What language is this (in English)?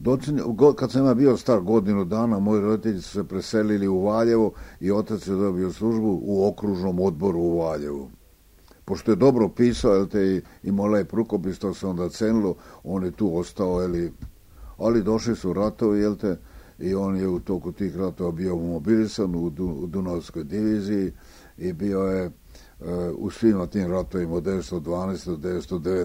Serbian